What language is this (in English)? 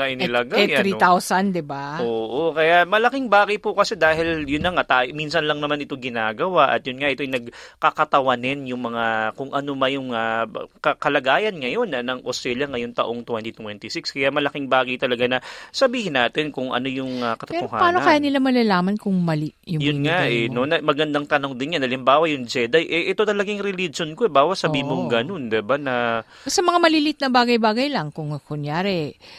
Filipino